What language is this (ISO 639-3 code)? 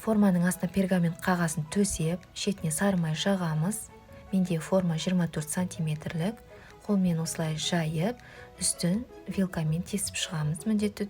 kaz